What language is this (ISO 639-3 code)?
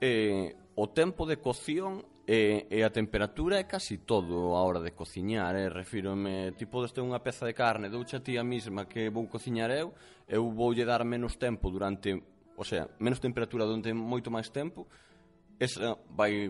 glg